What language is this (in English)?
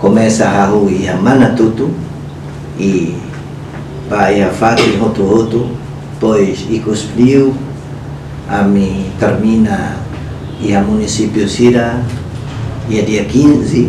Tetum